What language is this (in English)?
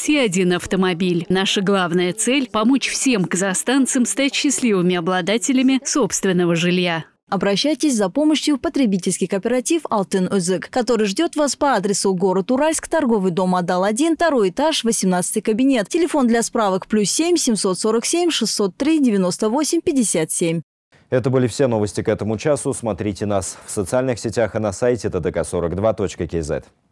Russian